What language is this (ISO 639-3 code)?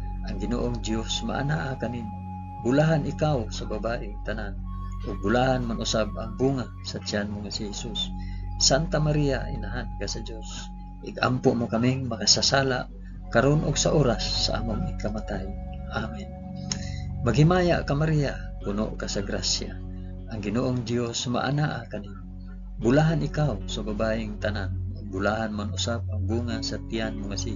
ceb